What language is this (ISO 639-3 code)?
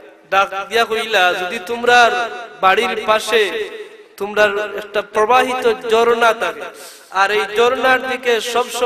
syl